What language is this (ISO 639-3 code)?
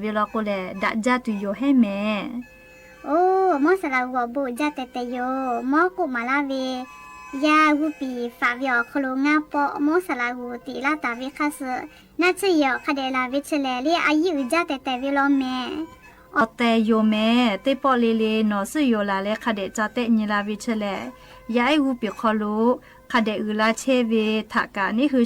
lhu